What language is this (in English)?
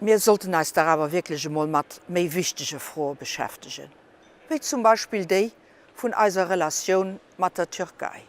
Luxembourgish